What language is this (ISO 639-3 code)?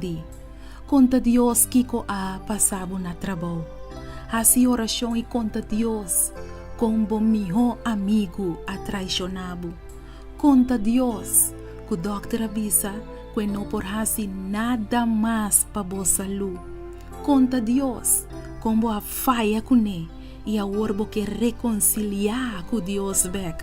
pap